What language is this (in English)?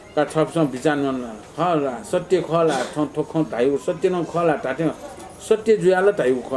Newari